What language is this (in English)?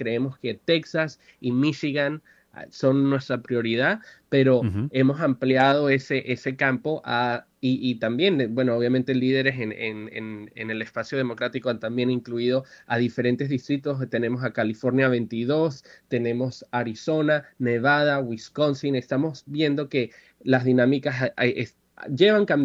Spanish